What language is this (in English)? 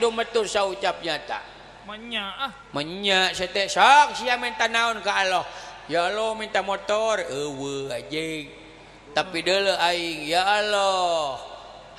Sundanese